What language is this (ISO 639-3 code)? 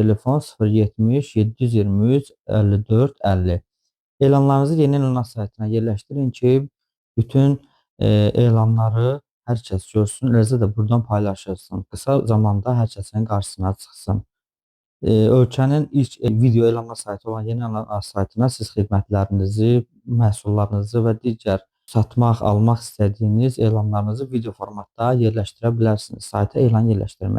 aze